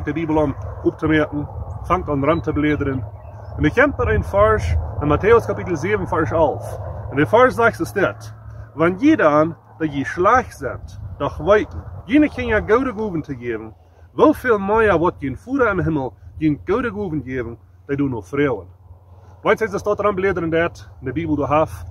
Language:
Plautdietsch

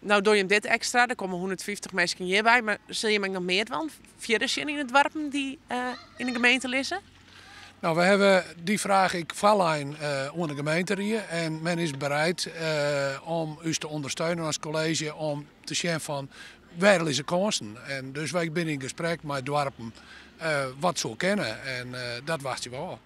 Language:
Western Frisian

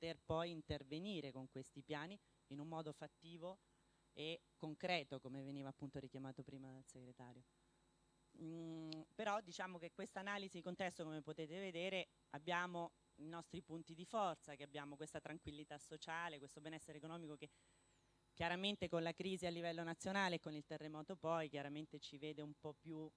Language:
Italian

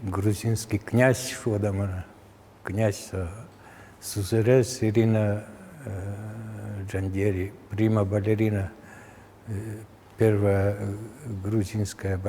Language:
Udmurt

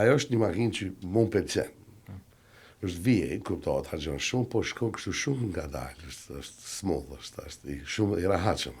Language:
Albanian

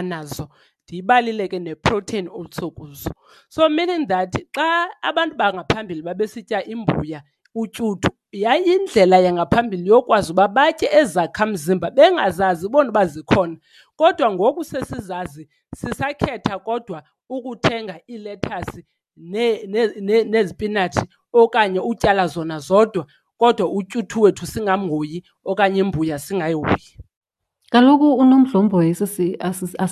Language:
Xhosa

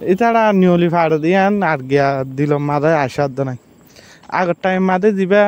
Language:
Rohingya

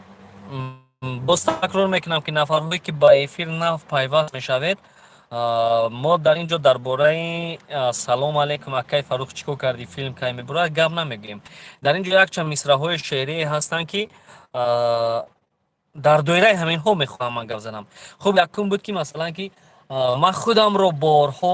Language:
Tajik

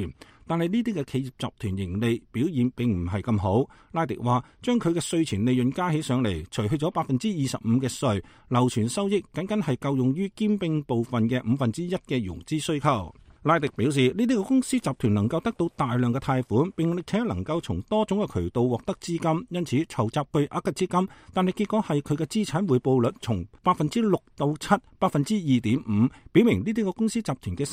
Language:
Cantonese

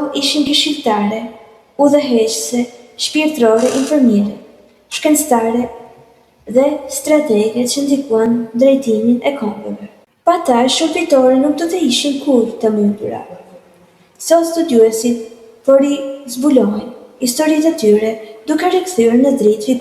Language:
Albanian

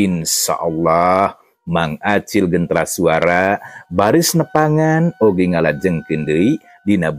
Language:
Sundanese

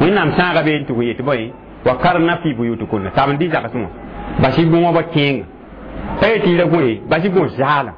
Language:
Mossi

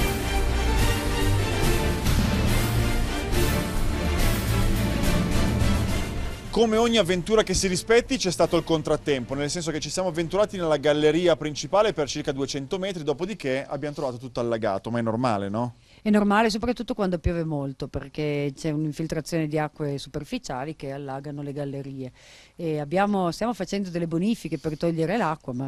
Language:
Italian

